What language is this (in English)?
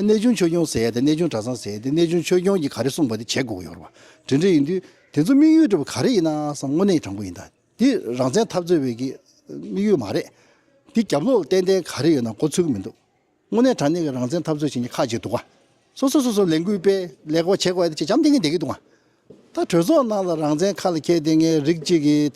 Tibetan